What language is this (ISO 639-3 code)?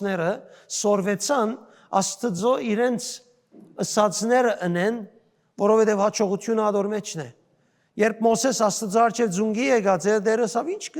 hyw